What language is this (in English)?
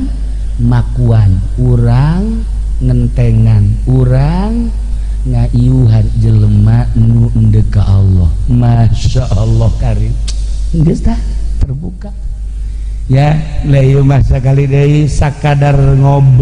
Sundanese